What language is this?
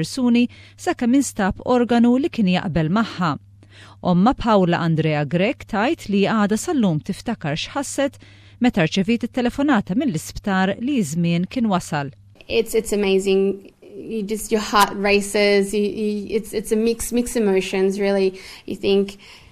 Maltese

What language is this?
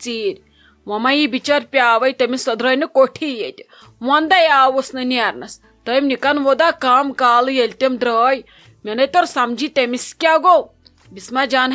Kashmiri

